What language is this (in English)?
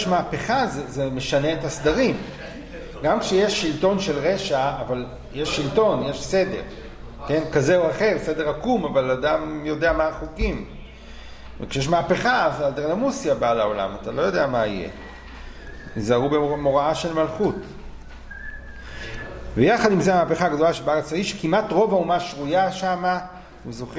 Hebrew